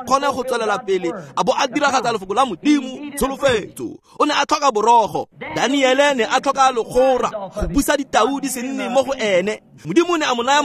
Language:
Tswana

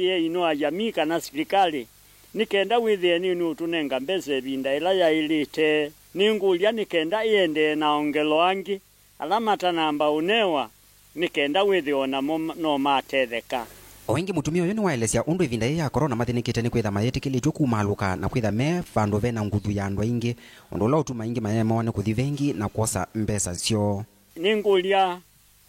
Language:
Kamba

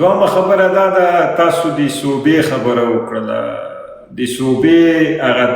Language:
Pashto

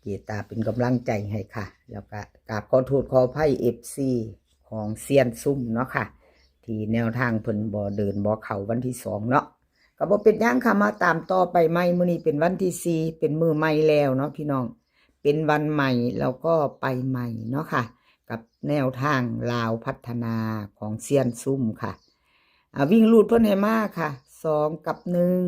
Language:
Lao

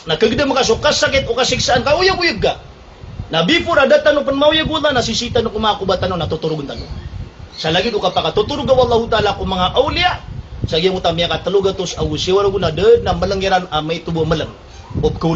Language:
Maranao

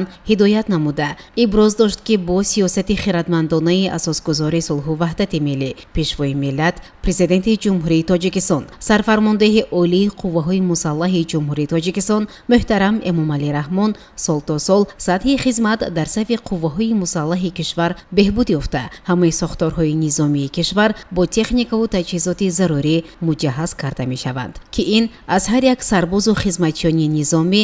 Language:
Tajik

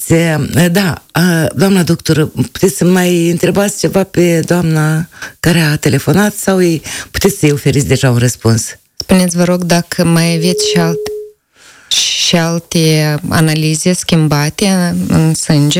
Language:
Romanian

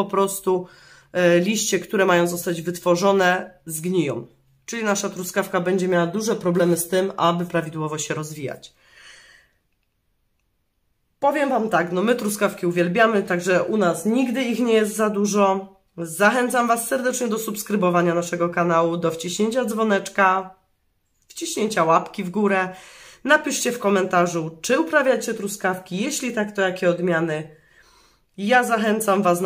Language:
Polish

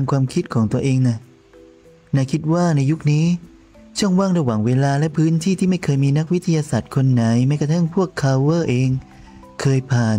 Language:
Thai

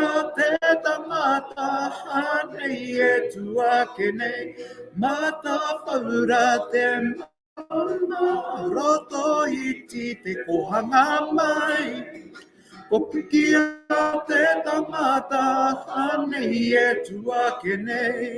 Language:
Māori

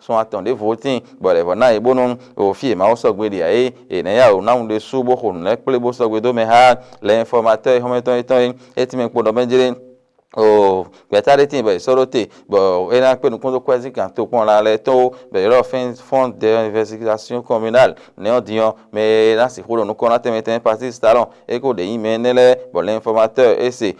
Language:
Fon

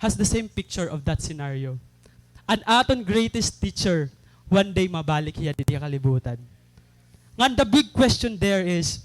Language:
Waray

